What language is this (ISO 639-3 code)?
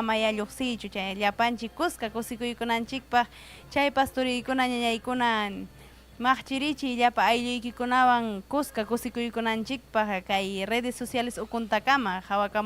quy